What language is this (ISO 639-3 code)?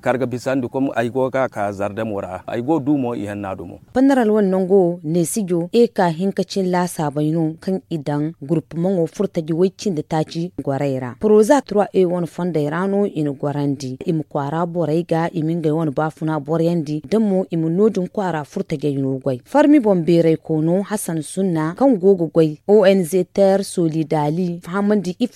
dje